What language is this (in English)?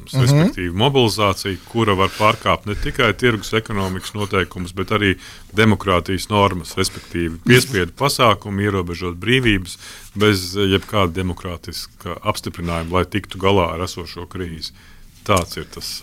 Latvian